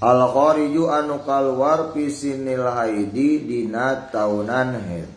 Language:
Sundanese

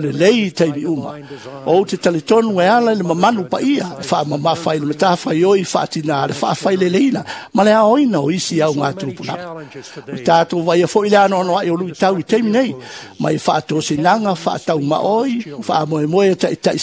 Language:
Samoan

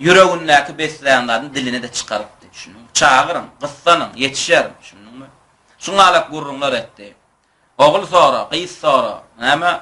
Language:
Turkmen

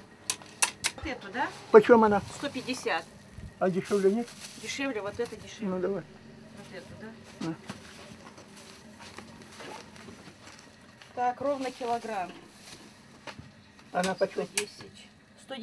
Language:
Russian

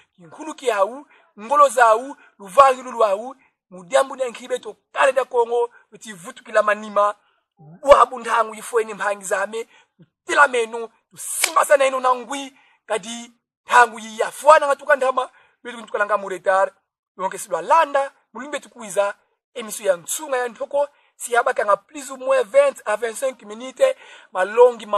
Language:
Kongo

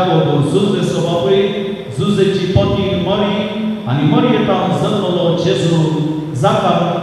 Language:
Konkani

